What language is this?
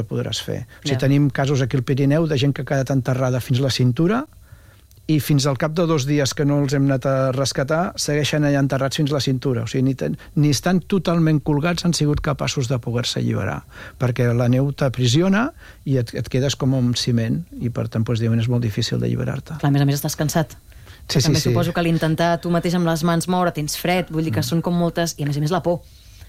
Catalan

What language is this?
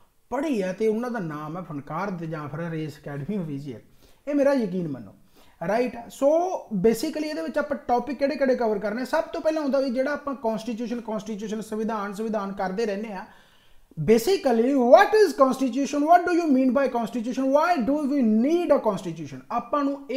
Punjabi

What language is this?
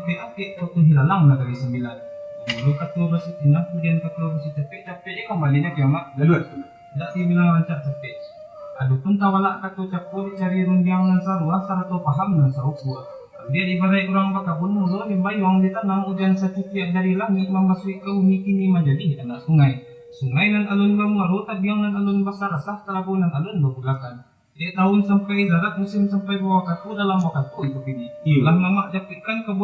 Minangkabau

